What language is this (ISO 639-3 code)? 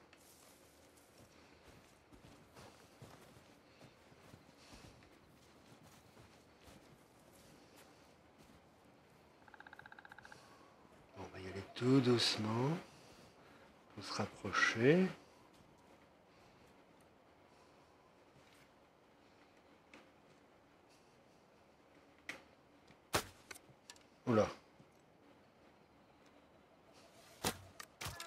fra